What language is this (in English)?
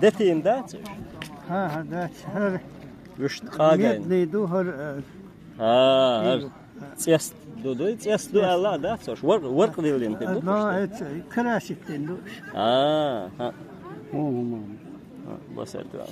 Chechen